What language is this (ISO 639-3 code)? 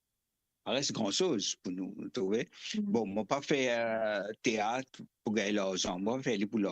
mfe